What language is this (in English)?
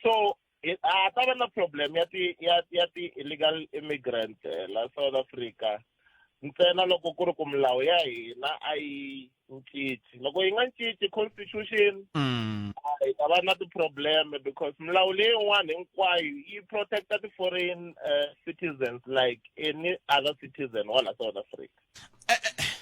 Tsonga